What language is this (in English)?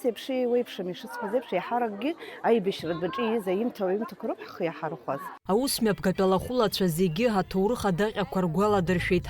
Abkhazian